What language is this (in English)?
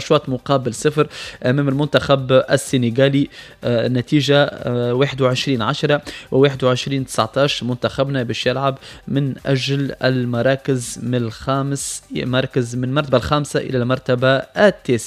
Tunisian Arabic